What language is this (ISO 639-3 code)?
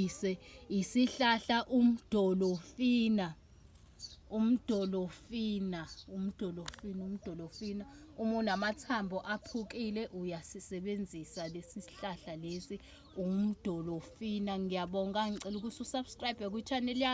zul